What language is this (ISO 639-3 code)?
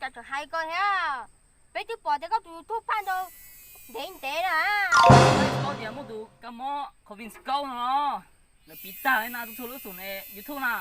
hmn